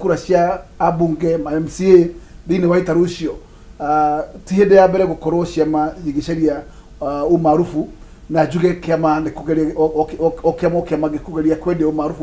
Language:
Kikuyu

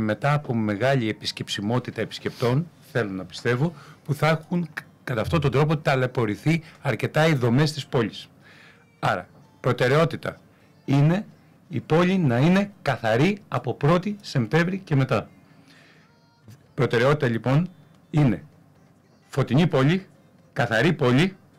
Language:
Greek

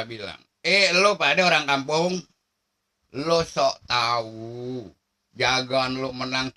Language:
Betawi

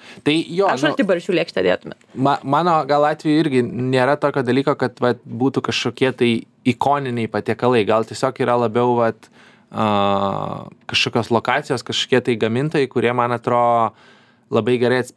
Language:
Lithuanian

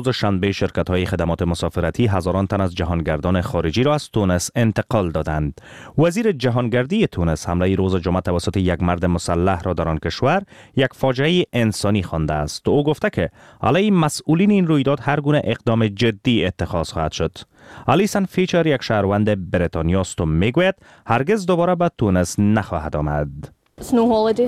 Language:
Persian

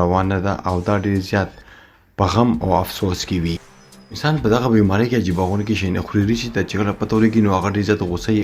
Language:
Pashto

